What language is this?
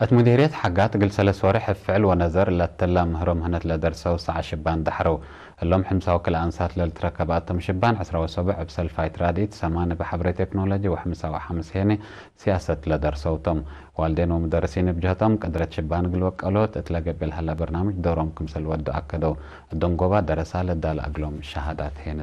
Tigre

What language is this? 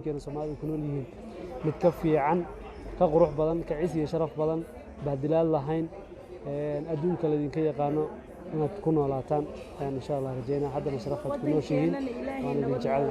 Somali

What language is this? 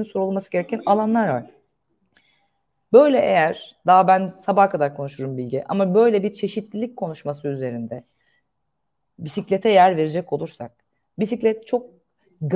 Turkish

